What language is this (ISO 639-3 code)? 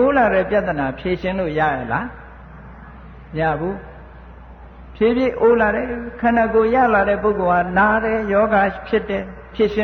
mya